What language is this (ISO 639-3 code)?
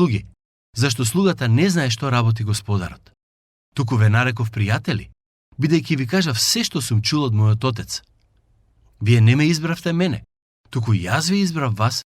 mkd